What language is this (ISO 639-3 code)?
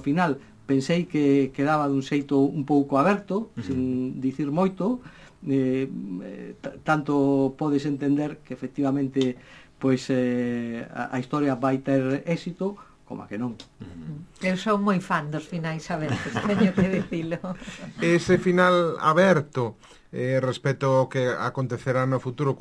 glg